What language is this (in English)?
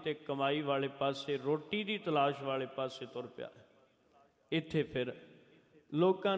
Punjabi